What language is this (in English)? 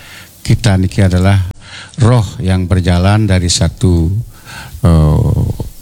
Balinese